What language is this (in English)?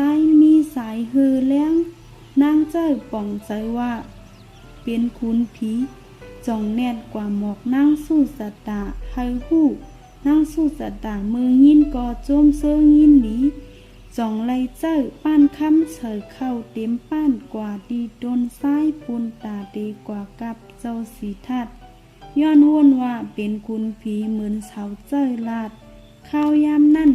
Shan